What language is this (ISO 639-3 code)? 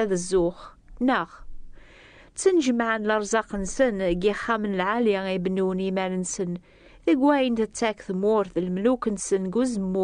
kab